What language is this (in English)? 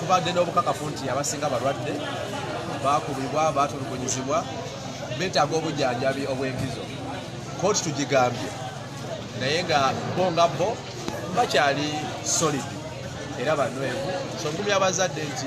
Ganda